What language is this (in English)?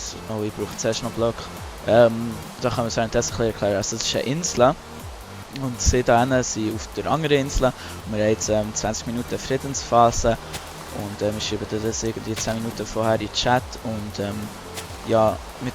Swiss German